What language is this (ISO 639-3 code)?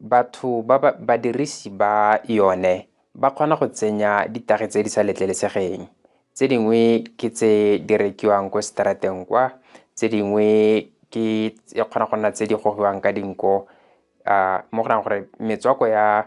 tsn